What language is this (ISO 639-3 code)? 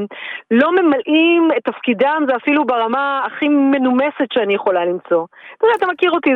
heb